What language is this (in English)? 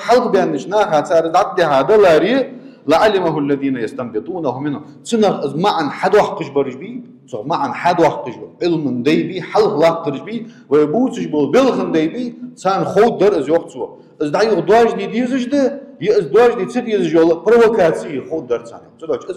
Ingush